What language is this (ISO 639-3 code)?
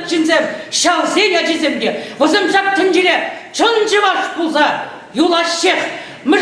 chv